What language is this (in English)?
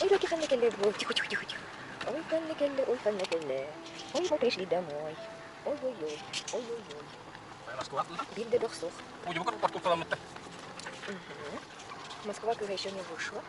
Yakut